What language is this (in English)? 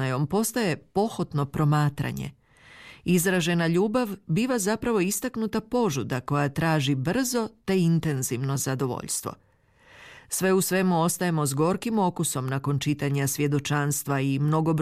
Croatian